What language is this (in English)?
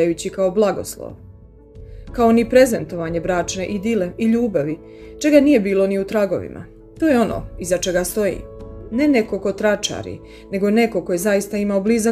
Serbian